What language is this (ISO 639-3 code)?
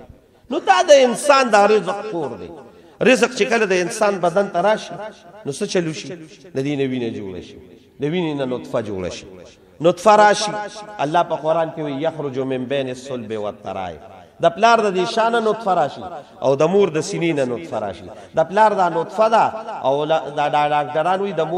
pus